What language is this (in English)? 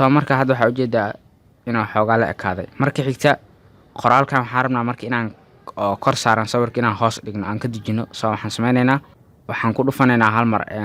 Somali